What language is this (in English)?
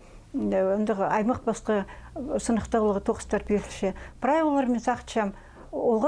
Khakas